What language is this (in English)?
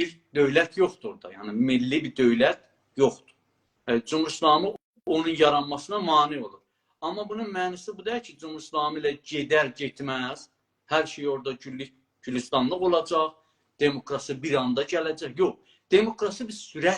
South Azerbaijani